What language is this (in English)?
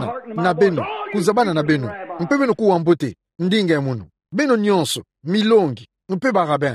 Kituba (Democratic Republic of Congo)